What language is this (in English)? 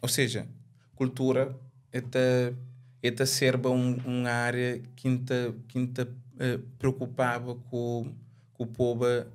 Kabuverdianu